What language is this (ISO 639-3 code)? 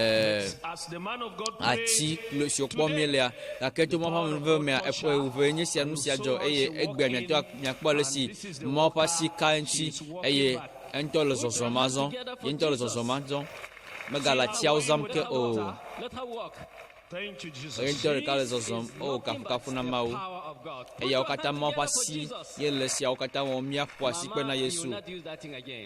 ewe